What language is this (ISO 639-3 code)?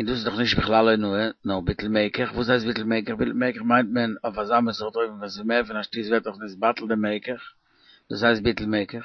yid